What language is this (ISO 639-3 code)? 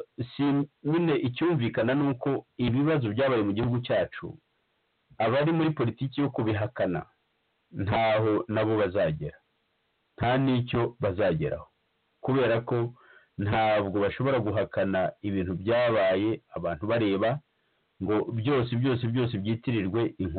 kin